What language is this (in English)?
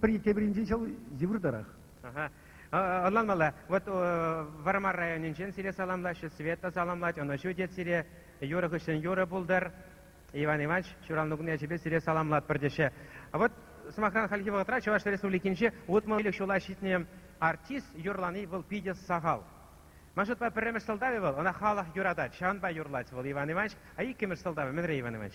Chuvash